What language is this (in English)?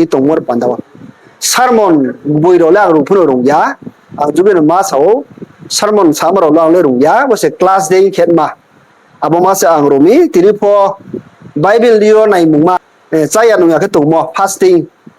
Riang (India)